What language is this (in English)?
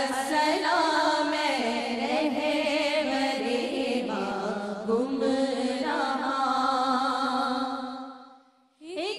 Urdu